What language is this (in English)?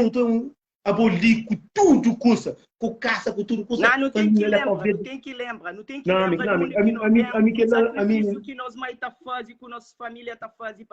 Kabuverdianu